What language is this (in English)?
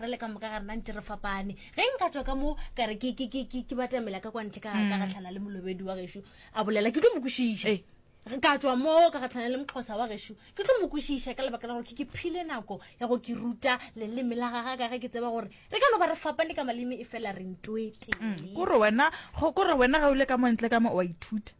Northern Sotho